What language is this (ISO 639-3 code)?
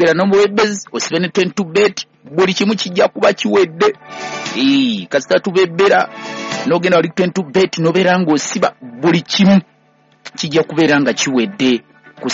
lug